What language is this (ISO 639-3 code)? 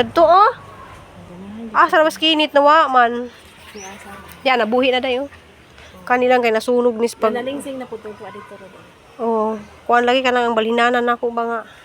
ceb